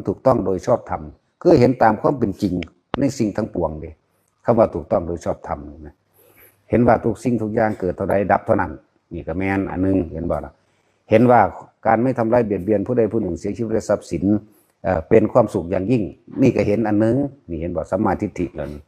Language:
Northeastern Thai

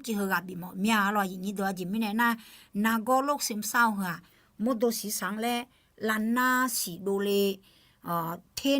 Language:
Akha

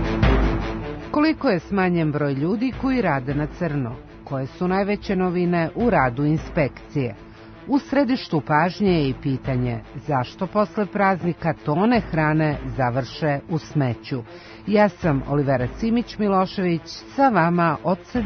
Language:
Serbian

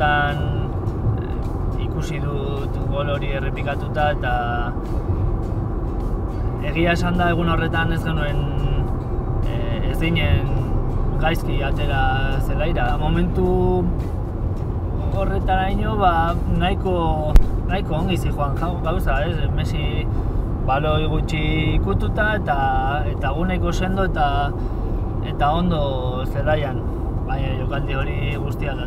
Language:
Basque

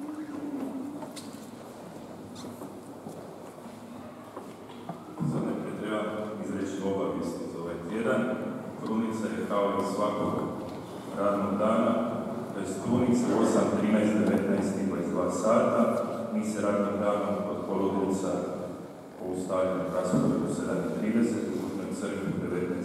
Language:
Croatian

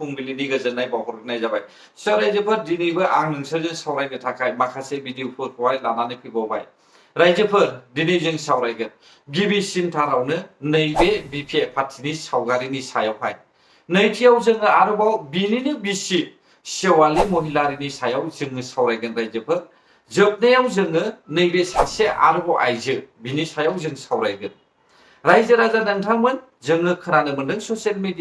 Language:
Bodo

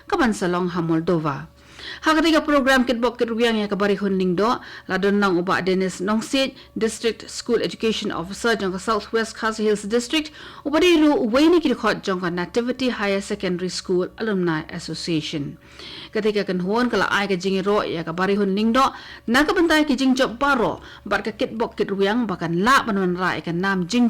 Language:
Khasi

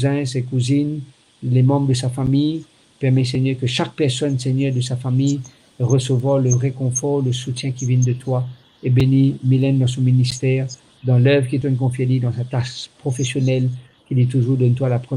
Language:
Morisyen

